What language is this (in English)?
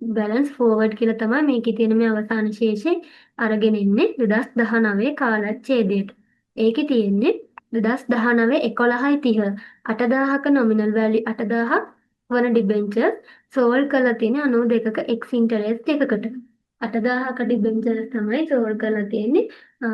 Sinhala